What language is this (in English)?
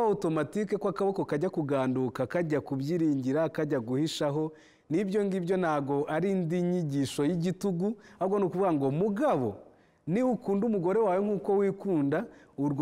Kinyarwanda